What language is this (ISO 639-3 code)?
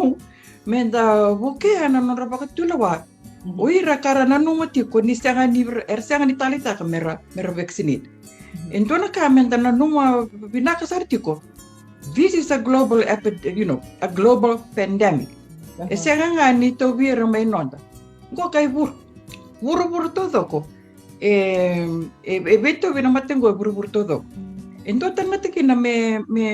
fij